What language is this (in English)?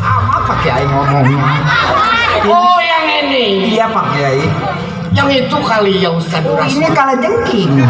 Betawi